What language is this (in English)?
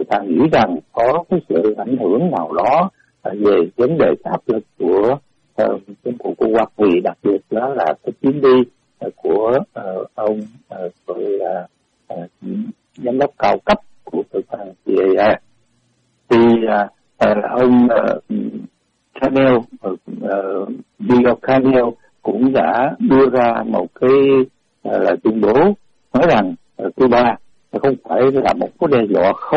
Vietnamese